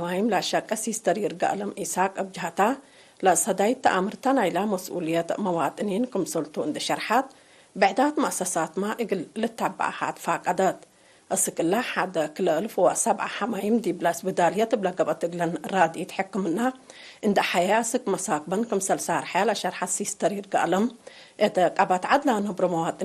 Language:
Tigre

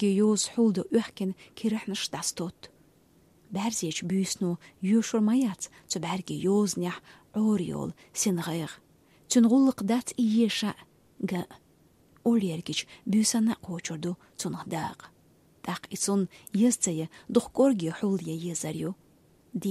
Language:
Chechen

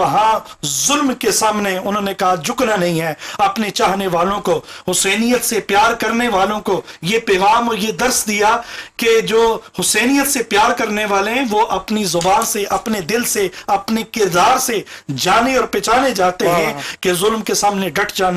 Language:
Urdu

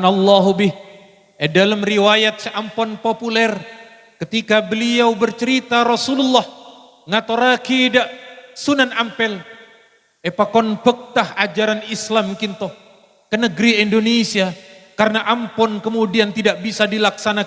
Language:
Madurese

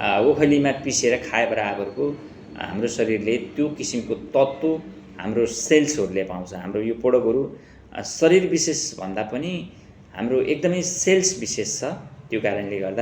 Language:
Nepali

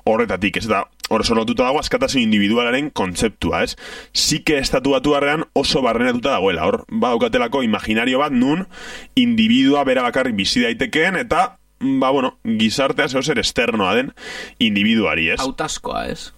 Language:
Basque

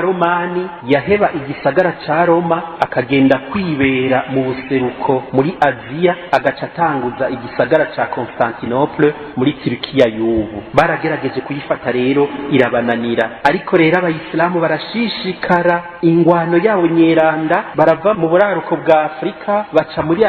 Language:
Rundi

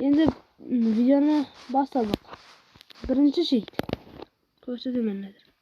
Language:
Kara-Kalpak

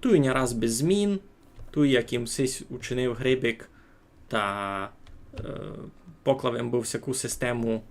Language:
Rusyn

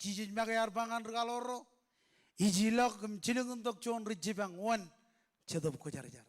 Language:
Marshallese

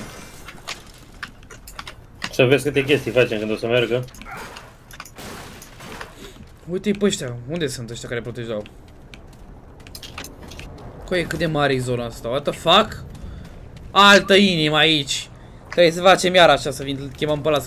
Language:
Romanian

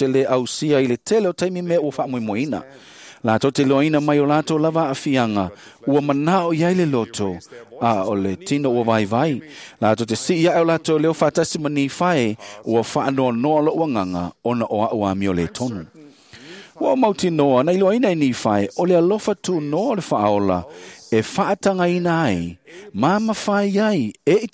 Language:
Samoan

